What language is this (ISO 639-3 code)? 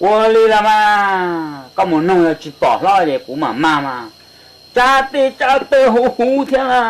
hmn